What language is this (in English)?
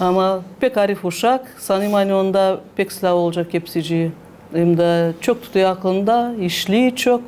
Gagauz